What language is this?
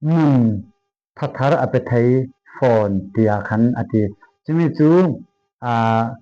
Falam Chin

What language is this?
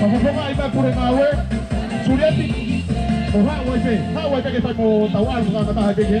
Tongan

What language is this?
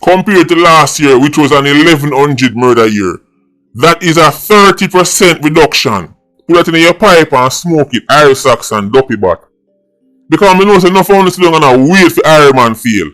Jamaican Creole English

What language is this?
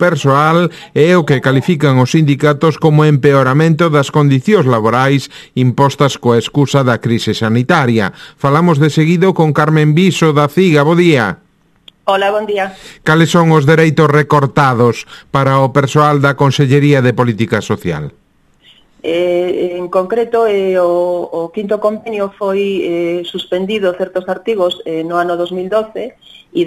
Galician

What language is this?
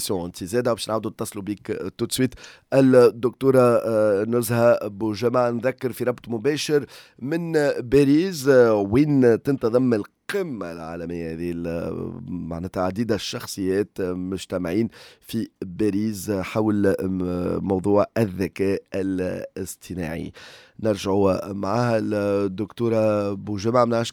Tunisian Arabic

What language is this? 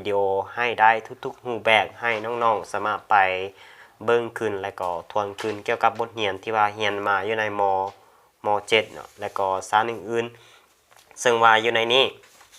Lao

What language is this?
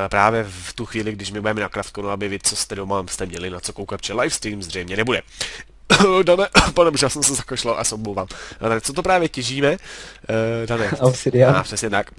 Czech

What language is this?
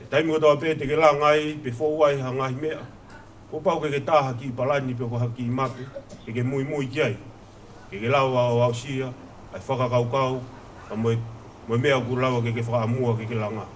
Tongan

